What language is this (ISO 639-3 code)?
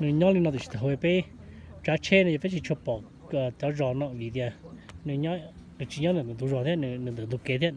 hmn